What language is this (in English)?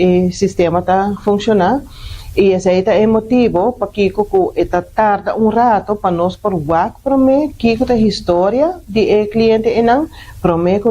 Papiamento